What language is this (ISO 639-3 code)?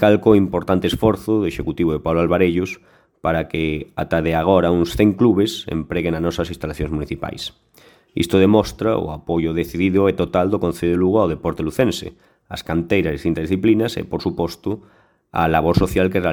glg